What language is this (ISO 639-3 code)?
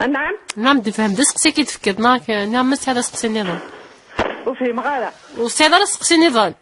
kab